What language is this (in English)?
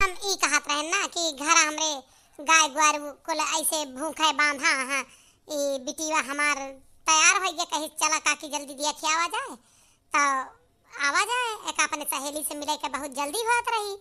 Awadhi